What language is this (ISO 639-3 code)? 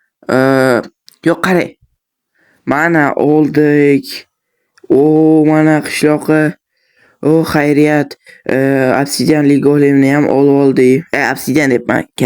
uzb